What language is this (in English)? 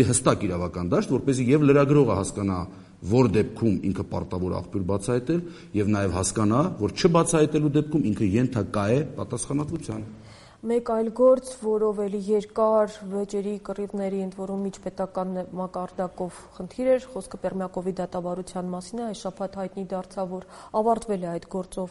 Armenian